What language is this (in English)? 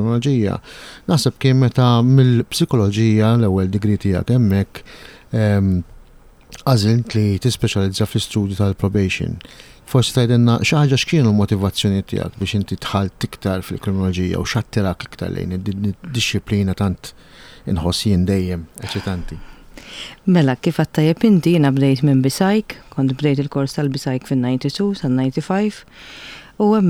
Maltese